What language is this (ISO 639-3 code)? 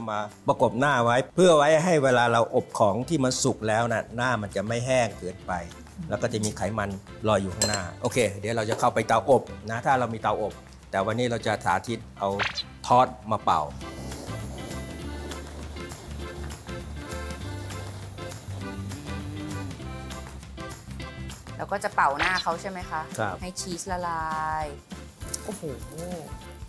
tha